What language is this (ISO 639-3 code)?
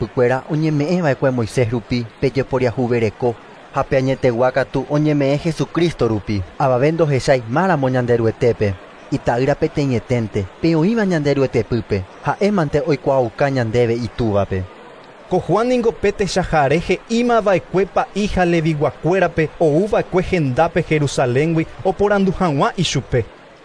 grn